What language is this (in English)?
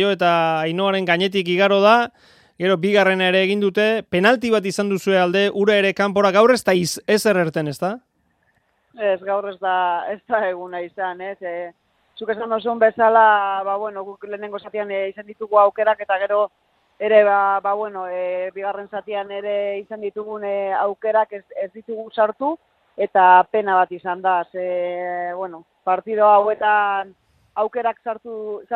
Basque